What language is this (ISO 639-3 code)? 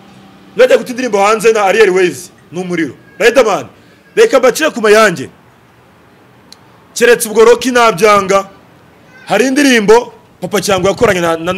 kin